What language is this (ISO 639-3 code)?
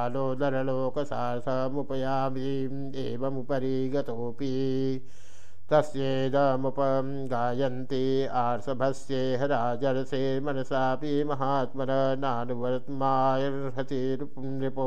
san